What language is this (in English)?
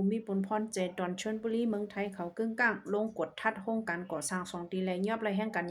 Shan